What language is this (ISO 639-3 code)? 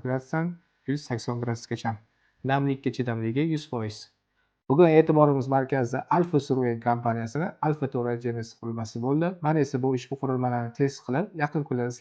uzb